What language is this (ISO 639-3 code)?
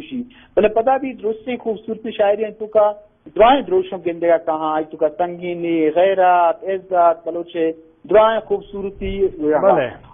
bgp